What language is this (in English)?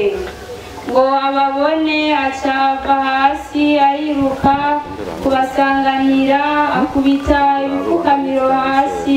Rundi